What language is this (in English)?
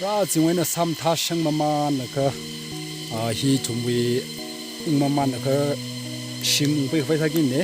Tangkhul Naga (India)